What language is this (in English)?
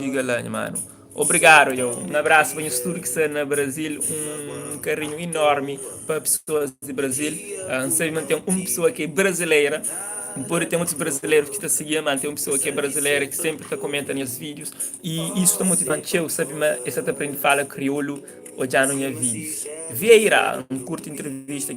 Kabuverdianu